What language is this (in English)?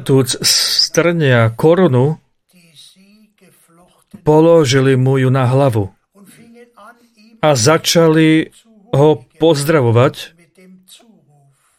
Slovak